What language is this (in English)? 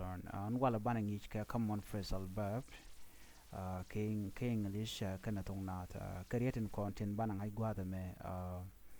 Nuer